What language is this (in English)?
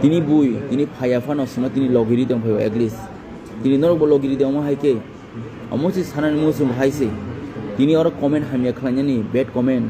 Kok Borok